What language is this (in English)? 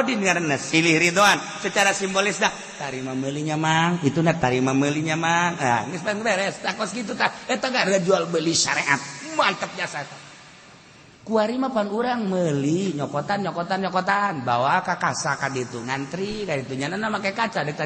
Sundanese